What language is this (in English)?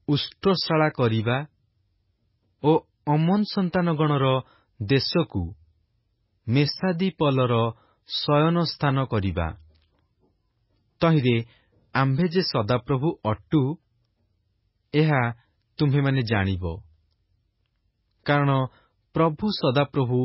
Odia